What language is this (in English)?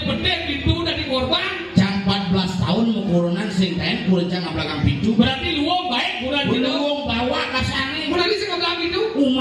Balinese